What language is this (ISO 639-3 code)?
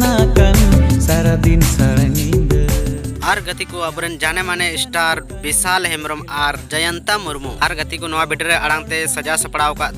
sat